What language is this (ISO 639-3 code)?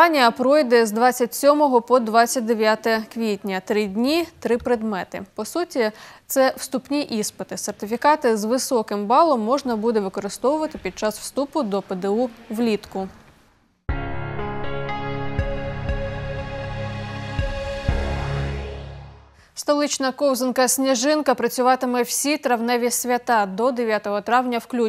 ukr